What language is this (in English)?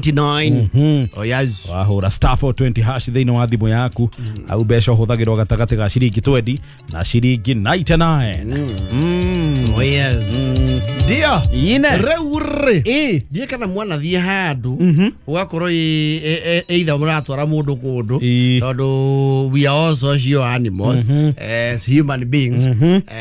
Kikuyu